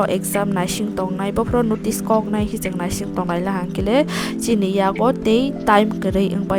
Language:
Kok Borok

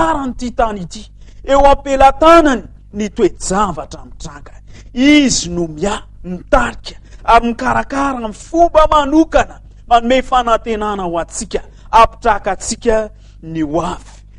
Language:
Malagasy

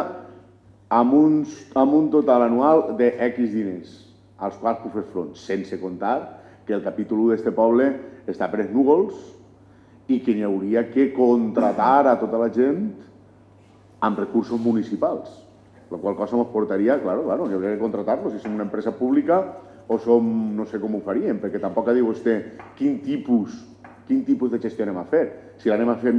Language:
Catalan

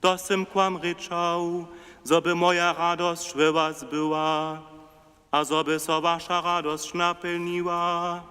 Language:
Upper Sorbian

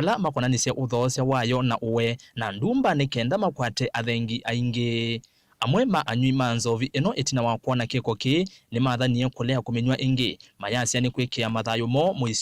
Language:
Kamba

